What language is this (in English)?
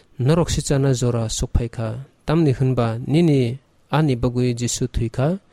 Kok Borok